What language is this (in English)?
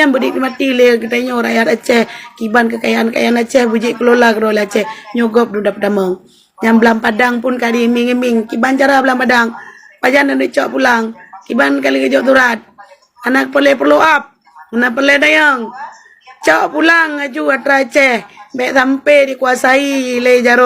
Achinese